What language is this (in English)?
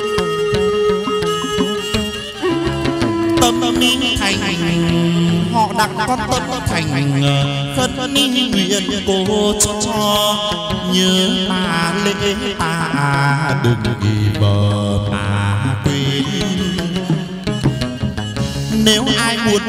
Vietnamese